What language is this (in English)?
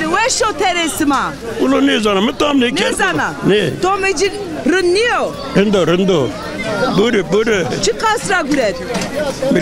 Zaza